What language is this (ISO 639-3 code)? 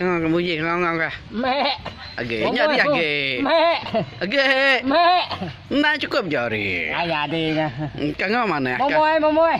iba